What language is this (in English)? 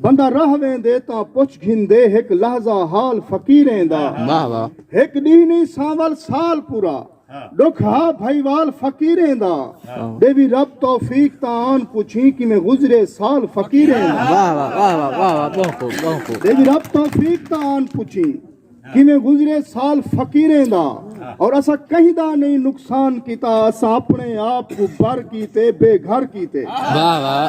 Saraiki